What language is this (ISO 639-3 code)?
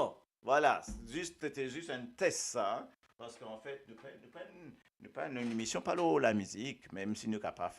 mfe